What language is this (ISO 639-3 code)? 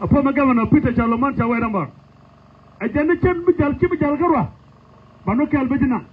nus